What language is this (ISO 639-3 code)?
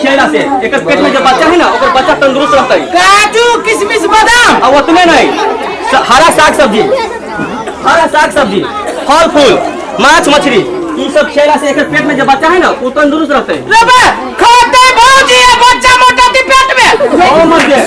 mai